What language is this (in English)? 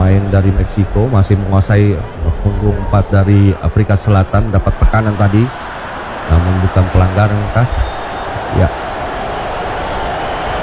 Indonesian